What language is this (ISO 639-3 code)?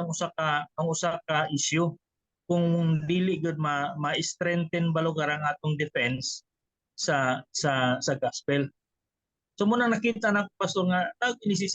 ceb